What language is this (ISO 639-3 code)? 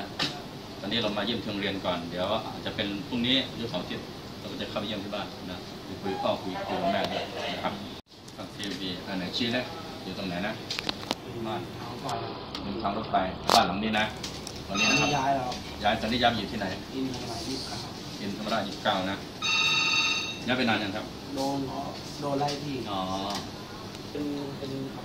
tha